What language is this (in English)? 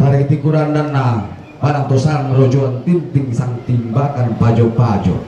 Toraja-Sa'dan